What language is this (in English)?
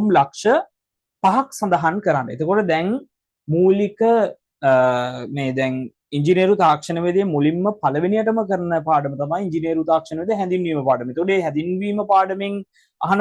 Sinhala